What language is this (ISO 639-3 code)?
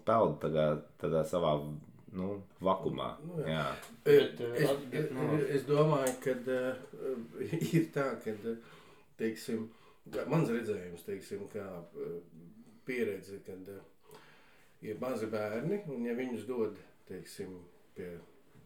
lav